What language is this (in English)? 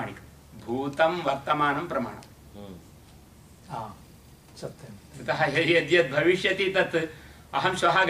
Sanskrit